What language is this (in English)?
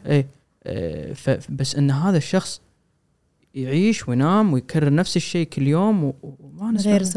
Gulf Arabic